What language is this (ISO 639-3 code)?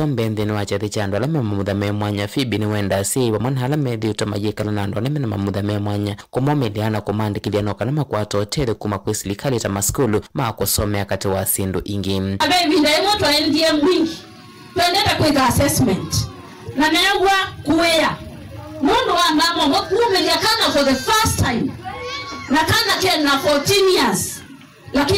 kam